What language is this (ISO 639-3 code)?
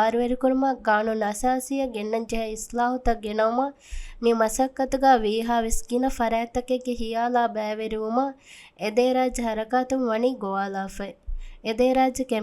div